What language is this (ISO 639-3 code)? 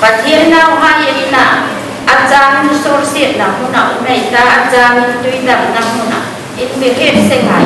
hmr